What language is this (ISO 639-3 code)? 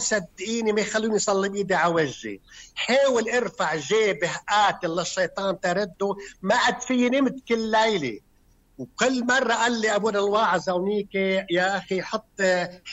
apc